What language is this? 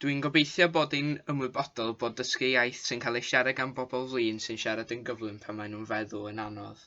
Welsh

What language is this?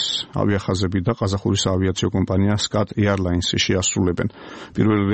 Georgian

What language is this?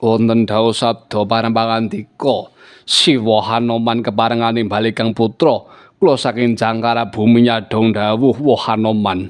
Javanese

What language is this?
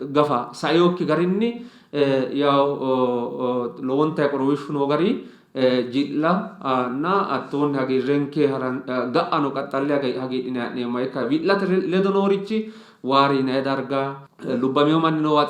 Sidamo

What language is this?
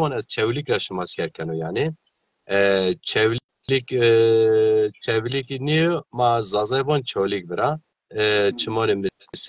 Zaza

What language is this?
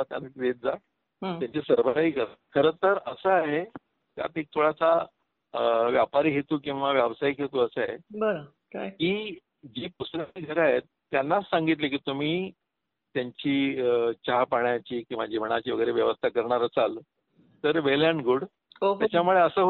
Marathi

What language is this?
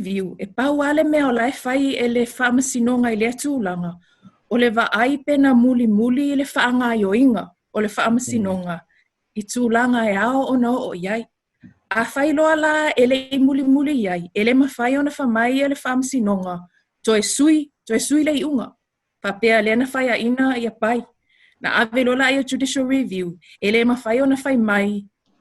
Samoan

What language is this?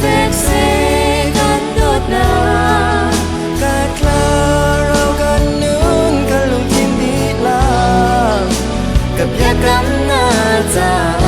Hakha Chin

